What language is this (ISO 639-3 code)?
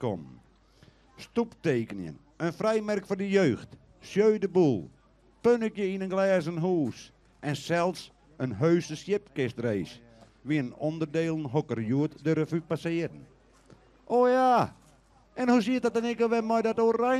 fry